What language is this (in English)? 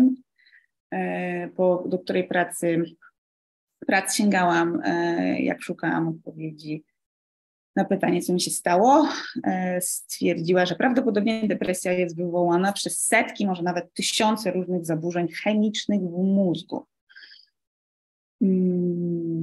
Polish